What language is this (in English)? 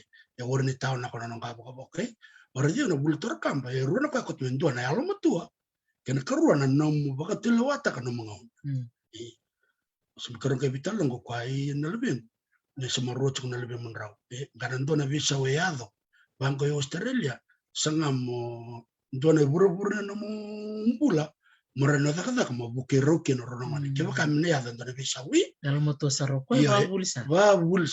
Fijian